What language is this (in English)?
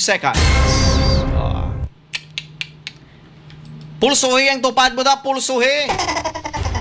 Hiligaynon